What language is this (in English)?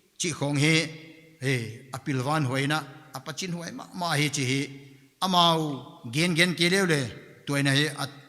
Paite Chin